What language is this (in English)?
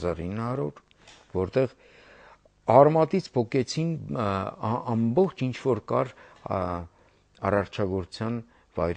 Armenian